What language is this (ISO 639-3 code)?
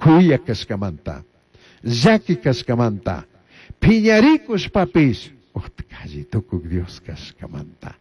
qug